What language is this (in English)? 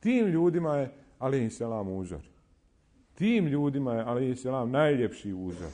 Bosnian